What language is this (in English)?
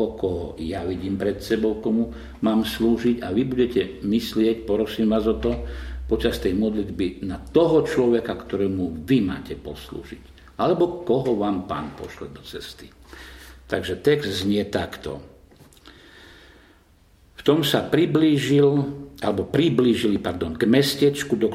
Slovak